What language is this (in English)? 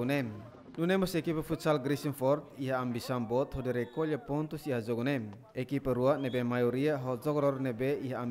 Tetum